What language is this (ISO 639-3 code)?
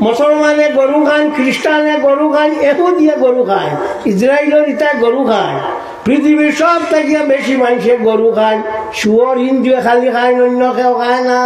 syl